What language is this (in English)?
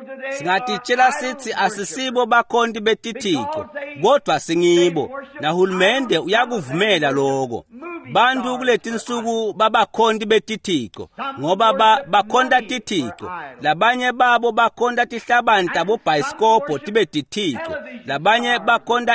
Swati